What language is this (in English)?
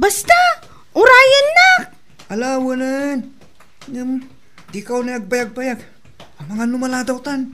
Iloko